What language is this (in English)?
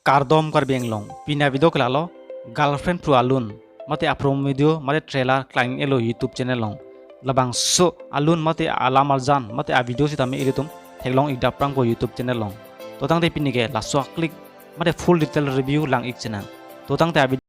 Karbi